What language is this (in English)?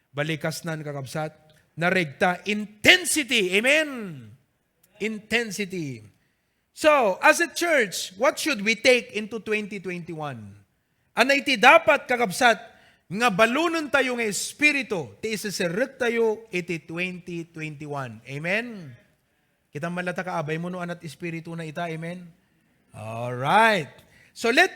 Iloko